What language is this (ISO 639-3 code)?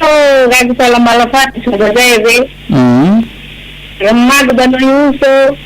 nia